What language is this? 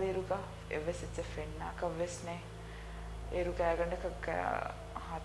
Divehi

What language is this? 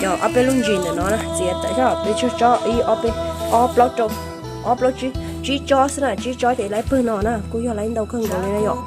Hmong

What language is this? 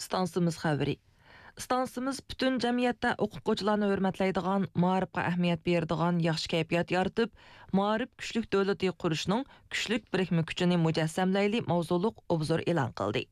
Uyghur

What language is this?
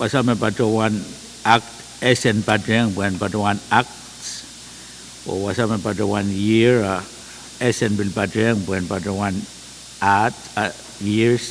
Pohnpeian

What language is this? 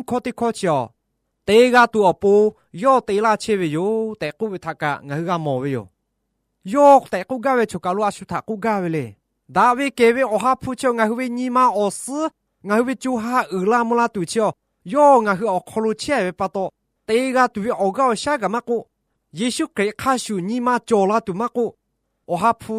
Lahu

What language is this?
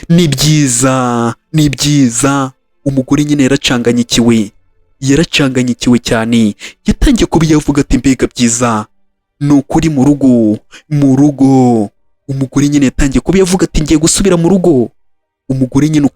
Kinyarwanda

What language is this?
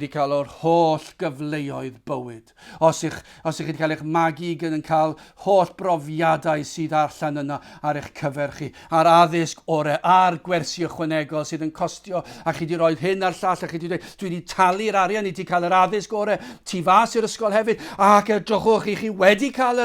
Welsh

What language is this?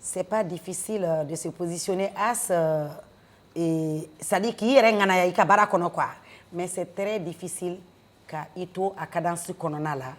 Bambara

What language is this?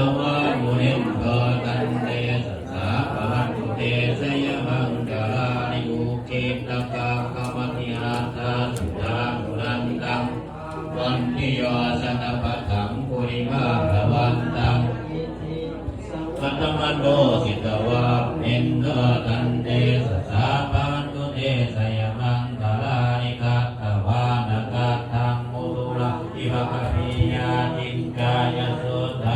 Pali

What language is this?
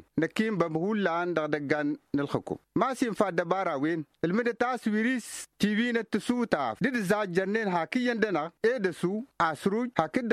Tamasheq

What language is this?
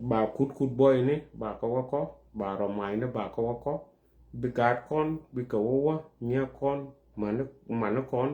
Nuer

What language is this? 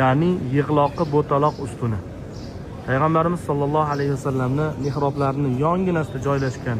Uzbek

